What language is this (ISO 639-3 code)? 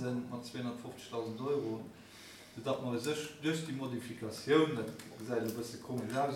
ltz